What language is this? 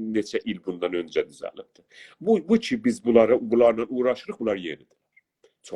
South Azerbaijani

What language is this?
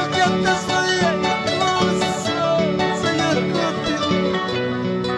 Ayacucho Quechua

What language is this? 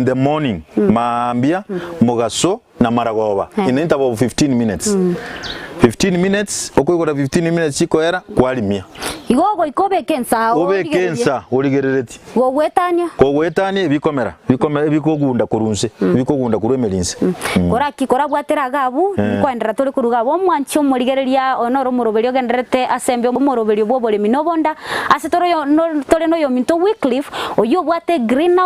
Gusii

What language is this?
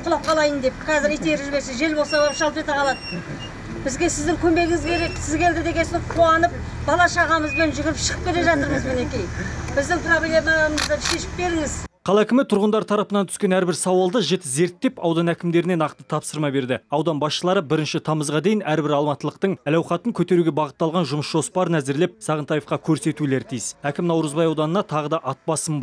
Kazakh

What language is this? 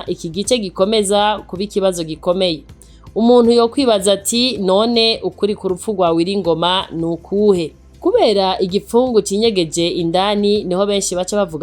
Rundi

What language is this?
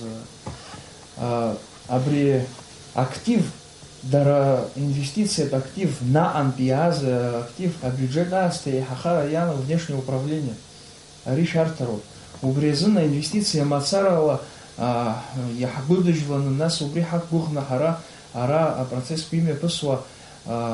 Abkhazian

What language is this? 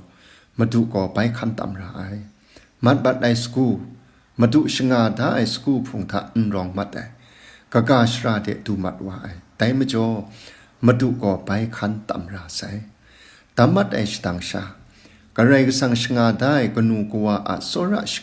Kachin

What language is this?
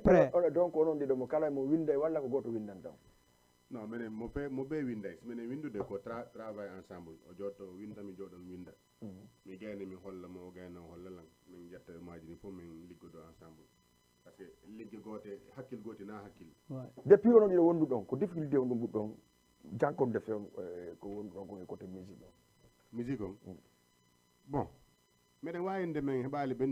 Fula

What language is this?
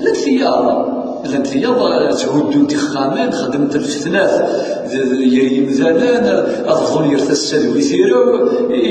Kabyle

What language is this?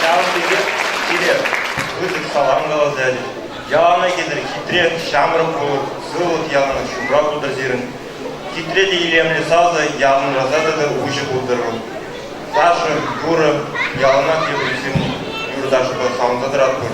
Chuvash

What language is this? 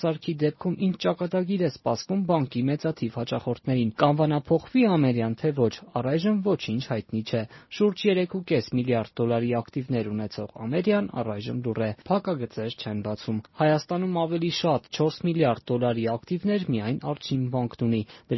Armenian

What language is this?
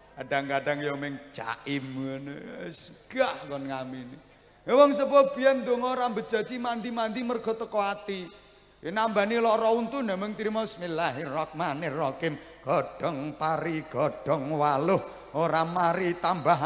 Javanese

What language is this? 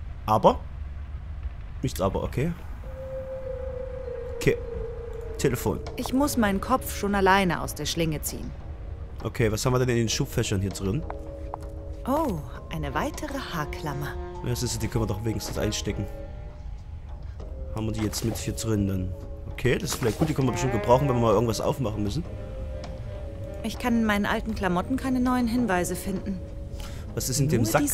German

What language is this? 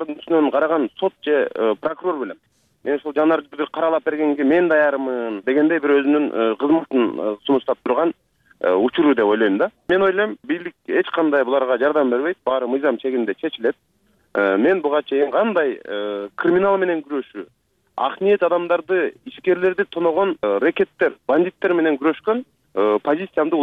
Kyrgyz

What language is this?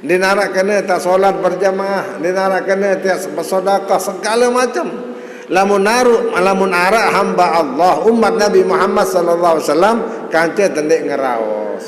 Sasak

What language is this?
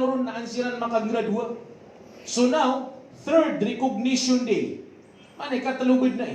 Maranao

